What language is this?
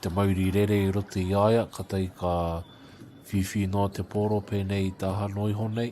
Māori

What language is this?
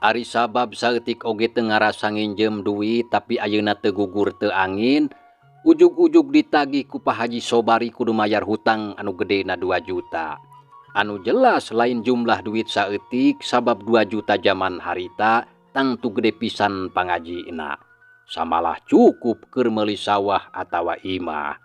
Sundanese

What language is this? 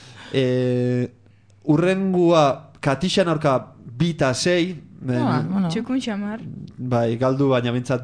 Basque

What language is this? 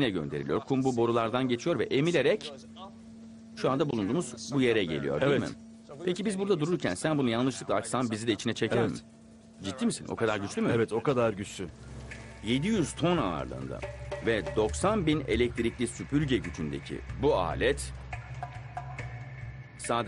Turkish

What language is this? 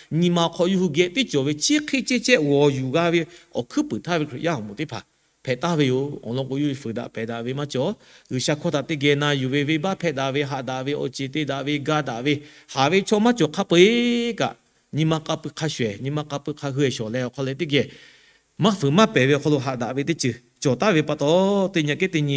Lahu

